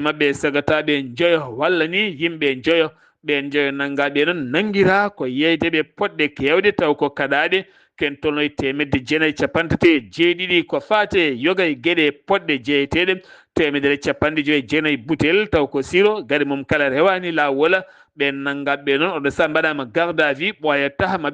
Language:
Fula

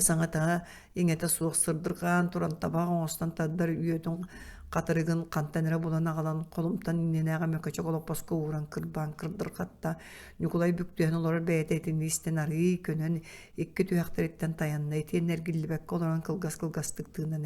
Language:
Yakut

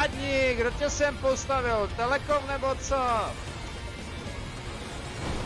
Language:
Czech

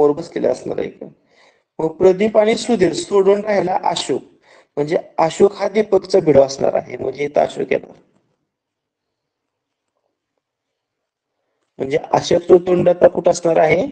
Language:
Marathi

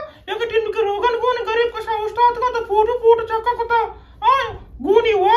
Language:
Eastern Balochi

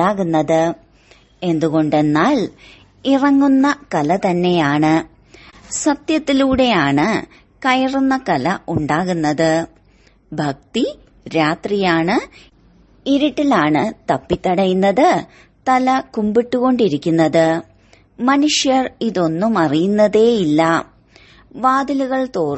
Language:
Malayalam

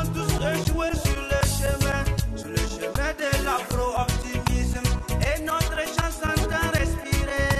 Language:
French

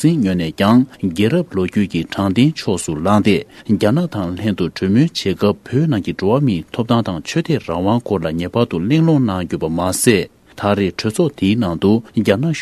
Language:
Tibetan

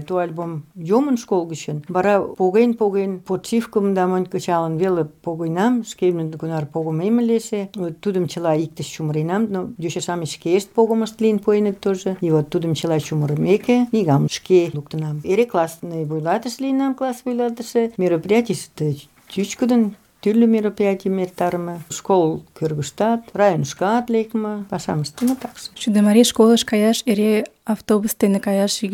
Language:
Mari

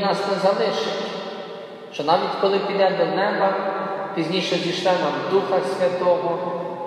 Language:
Ukrainian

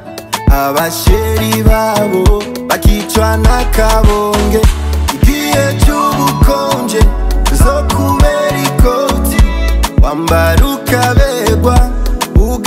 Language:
Kinyarwanda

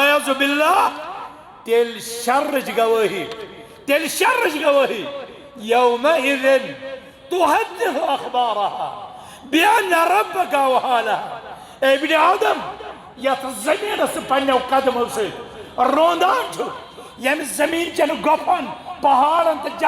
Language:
Kashmiri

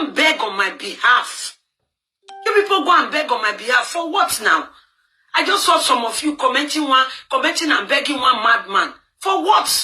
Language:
Nigerian Pidgin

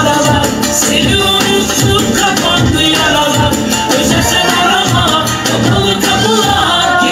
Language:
Turkish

